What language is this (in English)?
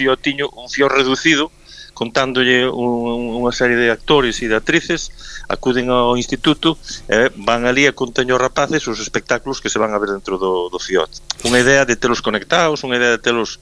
Galician